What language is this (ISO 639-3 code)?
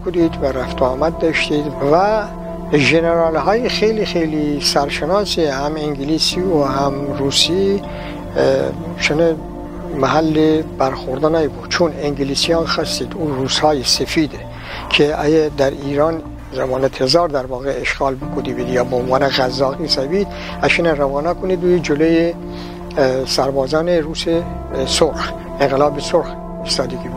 glk